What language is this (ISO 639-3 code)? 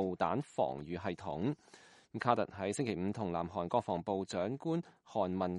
yue